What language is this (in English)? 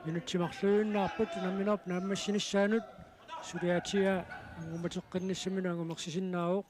Kalaallisut